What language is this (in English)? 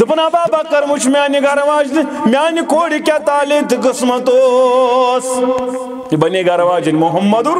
Kashmiri